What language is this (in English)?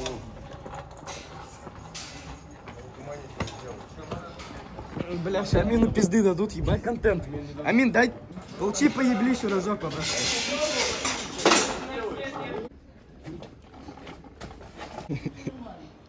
Russian